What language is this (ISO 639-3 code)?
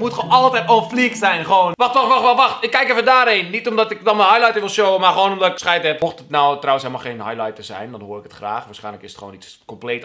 nld